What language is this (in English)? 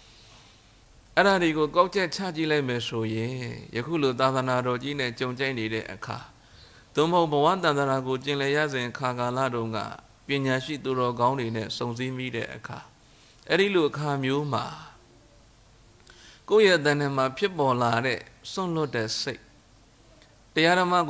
Burmese